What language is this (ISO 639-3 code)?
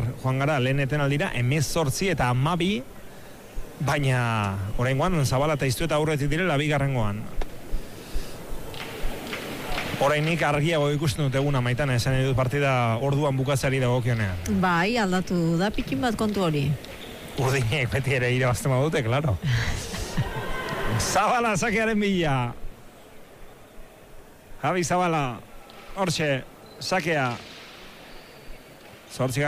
eus